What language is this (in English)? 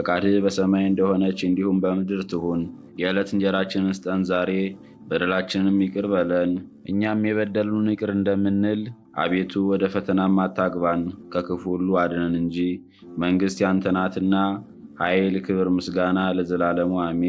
Amharic